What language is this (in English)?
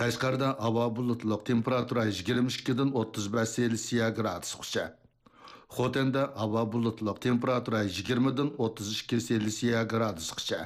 Uyghur